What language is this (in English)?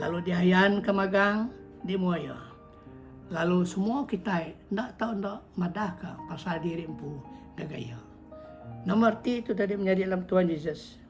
Iban